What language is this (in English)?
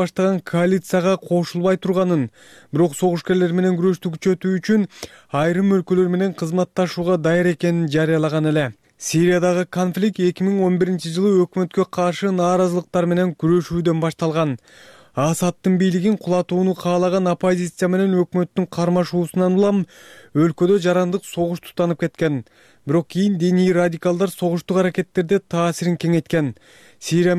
Kyrgyz